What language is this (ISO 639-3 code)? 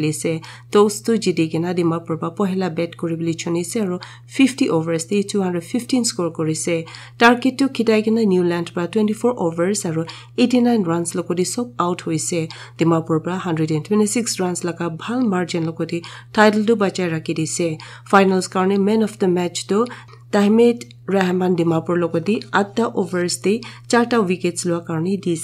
nag